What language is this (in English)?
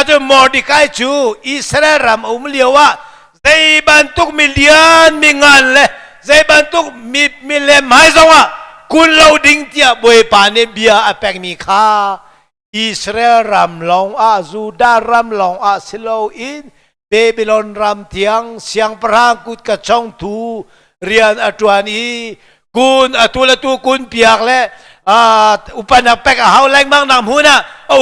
Hakha Chin